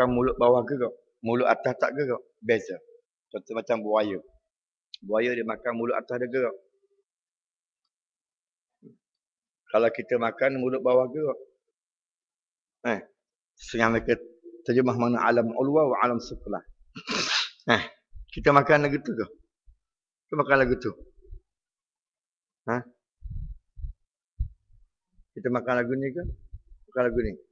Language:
Malay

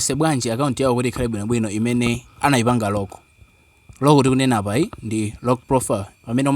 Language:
Nyanja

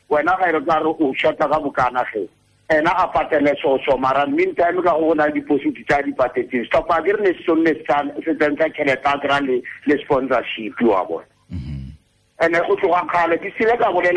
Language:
Tswana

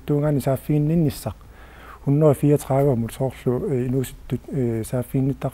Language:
Kalaallisut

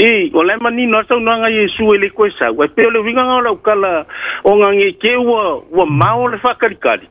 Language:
Samoan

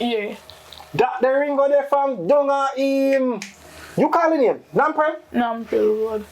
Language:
Jamaican Creole English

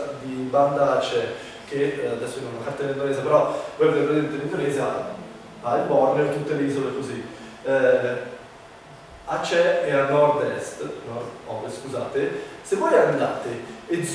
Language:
Italian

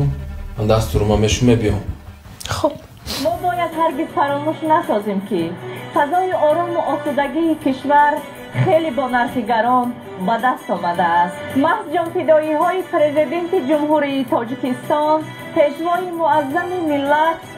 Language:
Tajik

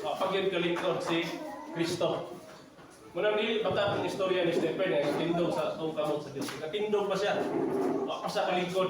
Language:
Cebuano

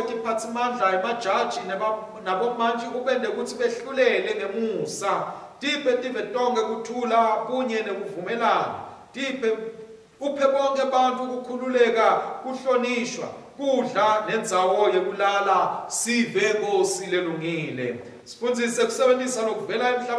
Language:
Swati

